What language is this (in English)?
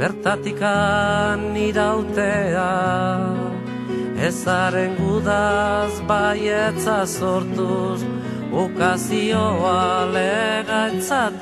Basque